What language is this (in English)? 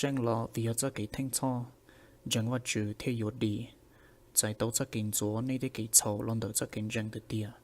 Hmong